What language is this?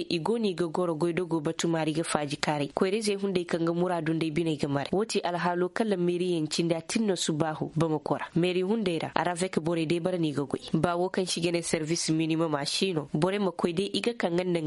Koyraboro Senni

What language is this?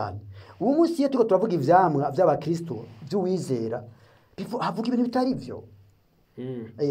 Rundi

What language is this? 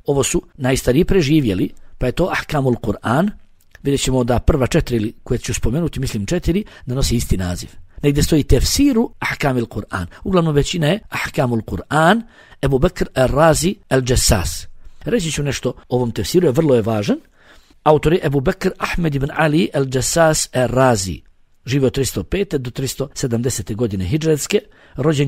Bosnian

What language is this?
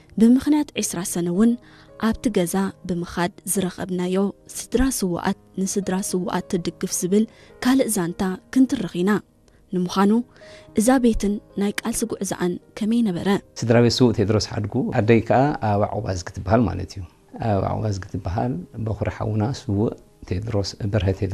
Tigrinya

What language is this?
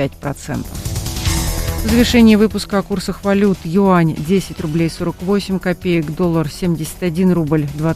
Russian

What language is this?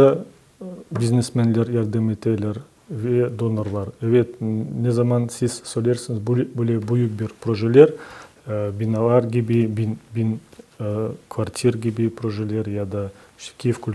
Crimean Tatar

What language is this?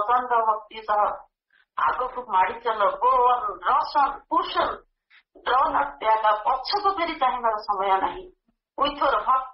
Odia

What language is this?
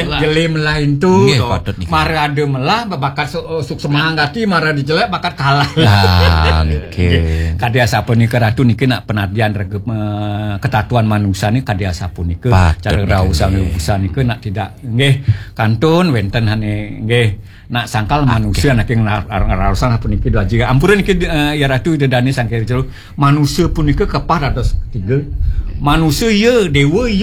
Balinese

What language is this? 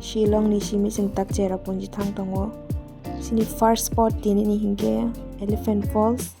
Kok Borok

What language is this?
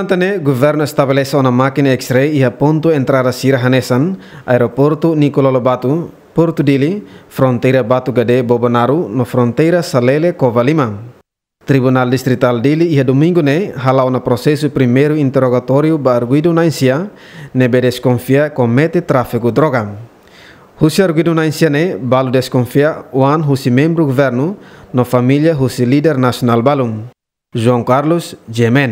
Tetum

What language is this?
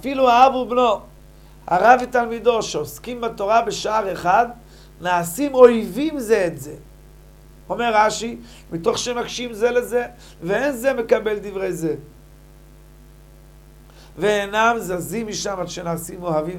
Hebrew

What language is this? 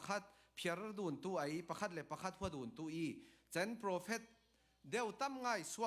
Falam Chin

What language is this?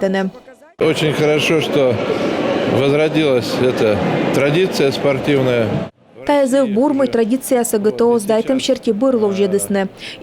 Komi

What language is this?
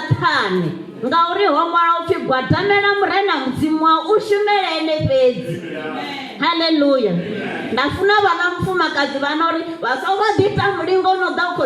Venda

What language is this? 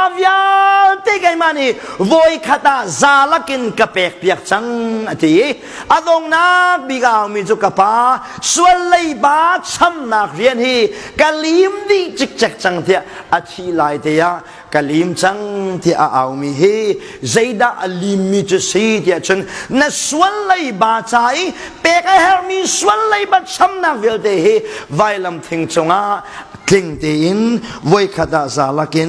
Hakha Chin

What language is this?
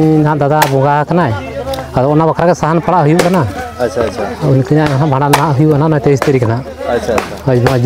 Santali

